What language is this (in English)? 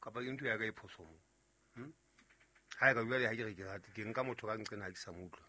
Southern Sotho